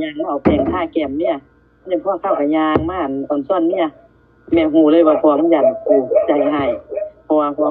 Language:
Northeastern Thai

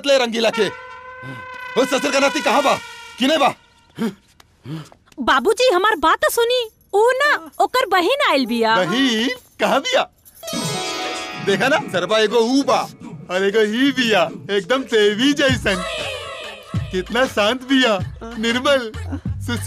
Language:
Bhojpuri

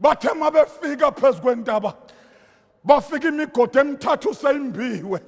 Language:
Zulu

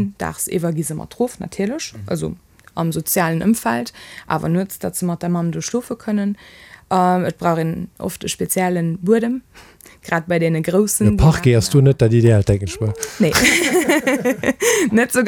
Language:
Luxembourgish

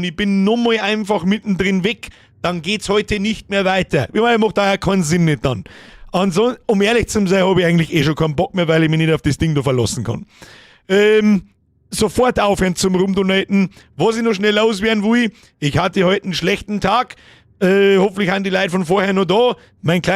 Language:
Bavarian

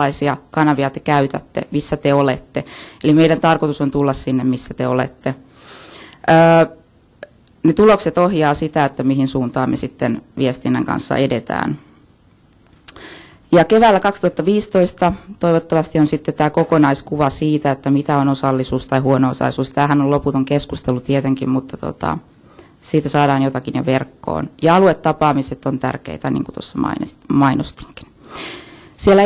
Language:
Finnish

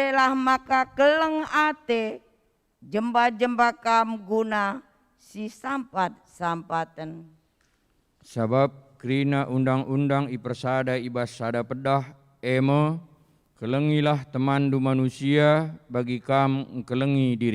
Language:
Batak Karo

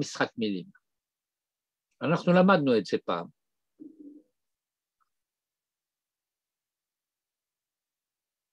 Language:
Hebrew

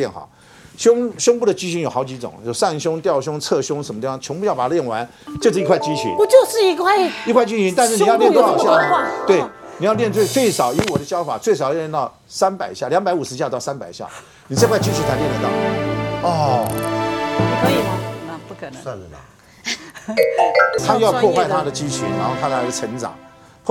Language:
Chinese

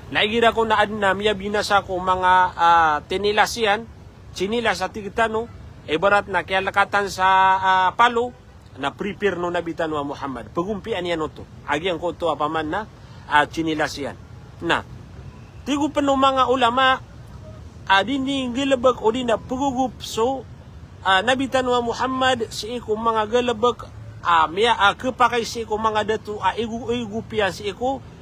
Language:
Maranao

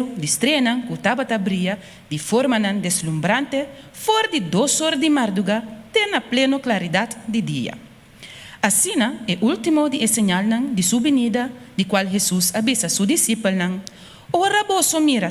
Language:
Papiamento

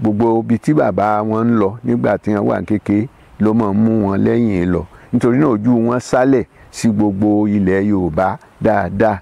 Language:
Yoruba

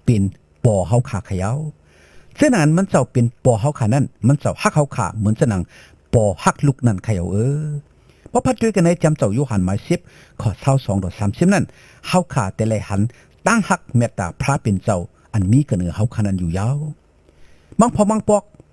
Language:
Shan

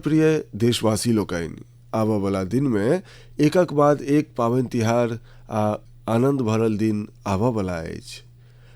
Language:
Maithili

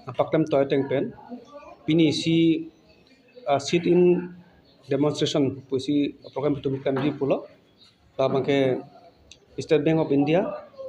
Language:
Karbi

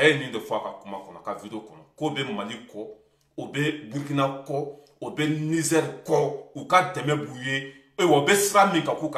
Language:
Bambara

